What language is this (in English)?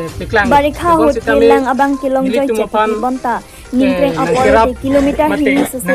Karbi